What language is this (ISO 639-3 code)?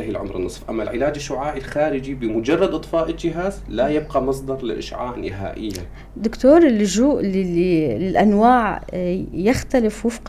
apc